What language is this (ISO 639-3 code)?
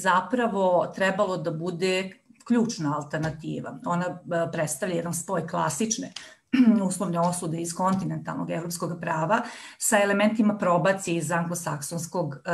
srp